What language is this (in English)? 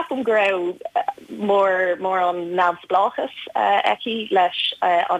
Irish